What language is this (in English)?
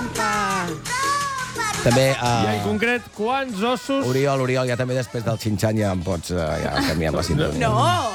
Catalan